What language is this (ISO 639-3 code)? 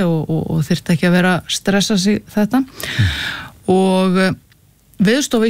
isl